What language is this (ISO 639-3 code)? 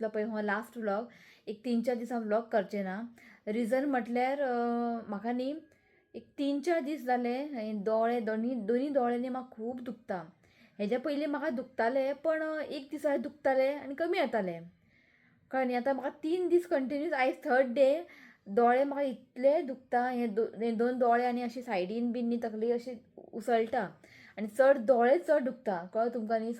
kok